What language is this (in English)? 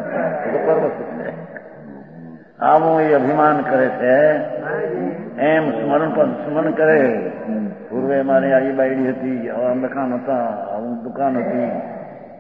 Gujarati